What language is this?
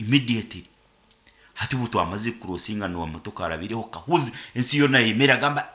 Nyankole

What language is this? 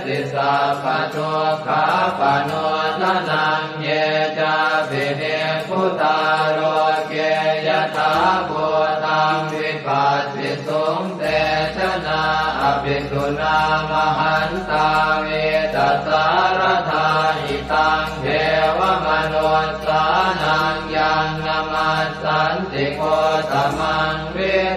Pali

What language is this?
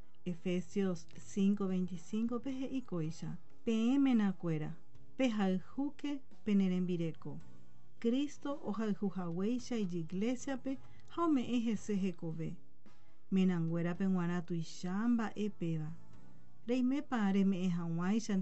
Guarani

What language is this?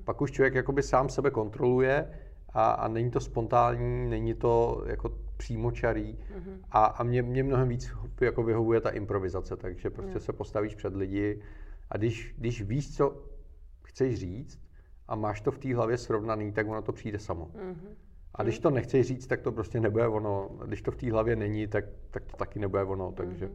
Czech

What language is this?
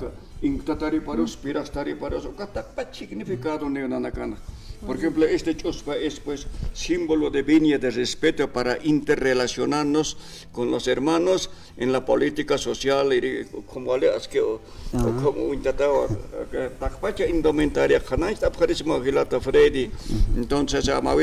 Aymara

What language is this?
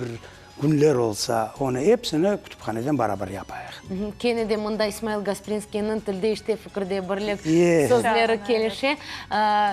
Crimean Tatar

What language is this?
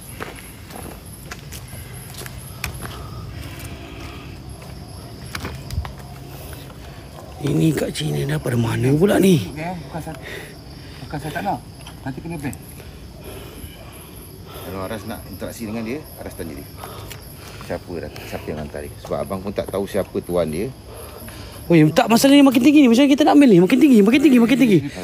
Malay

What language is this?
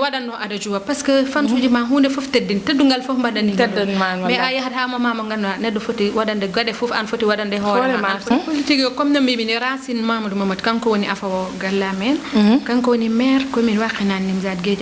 Fula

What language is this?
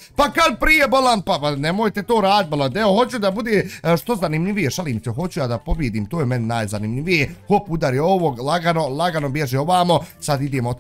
Bosnian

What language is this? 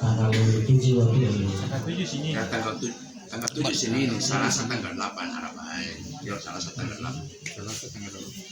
Gorontalo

